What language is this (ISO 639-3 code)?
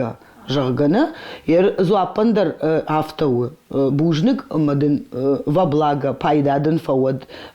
oss